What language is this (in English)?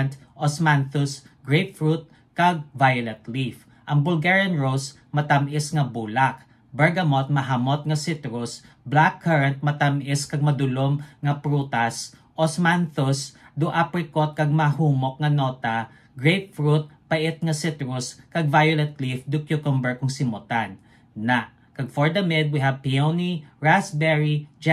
Hiligaynon